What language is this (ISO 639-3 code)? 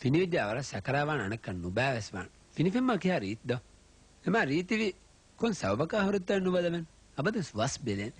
div